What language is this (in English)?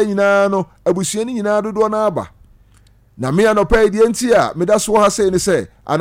Akan